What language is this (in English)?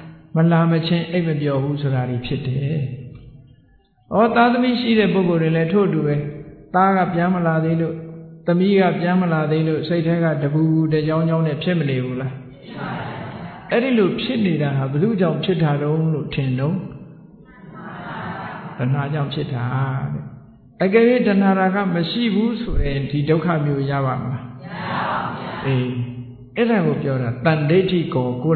Burmese